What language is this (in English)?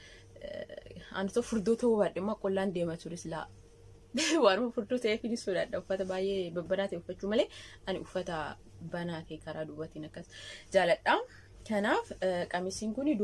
Oromo